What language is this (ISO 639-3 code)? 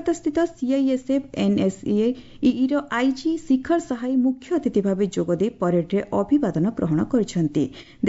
ori